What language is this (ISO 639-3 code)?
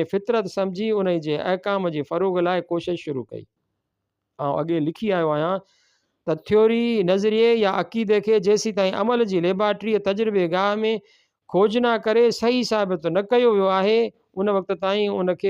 snd